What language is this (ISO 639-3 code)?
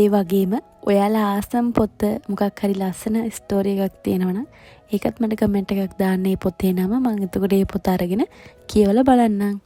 sin